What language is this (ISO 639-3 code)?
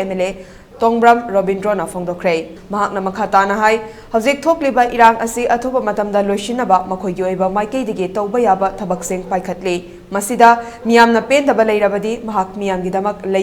mni